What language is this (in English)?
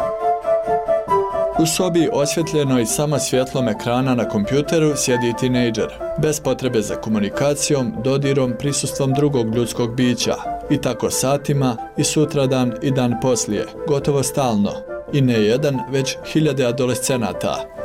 Bosnian